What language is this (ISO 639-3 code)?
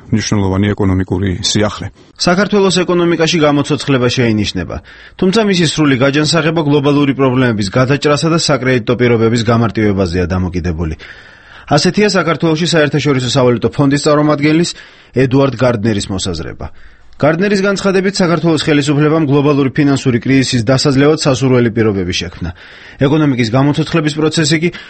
kat